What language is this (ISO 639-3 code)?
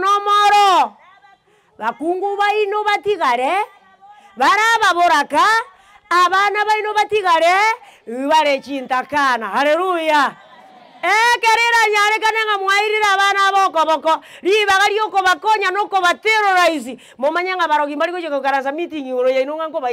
guz